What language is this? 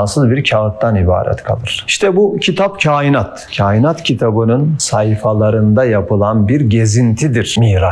Turkish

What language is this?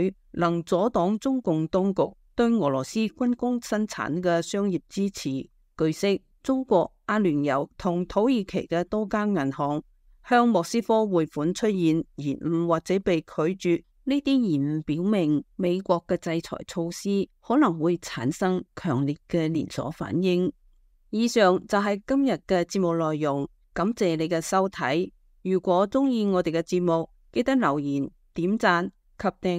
Cantonese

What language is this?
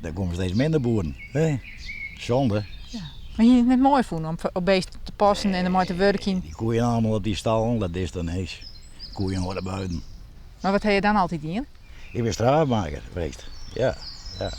Western Frisian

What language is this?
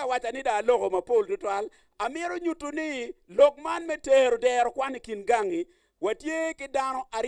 Acoli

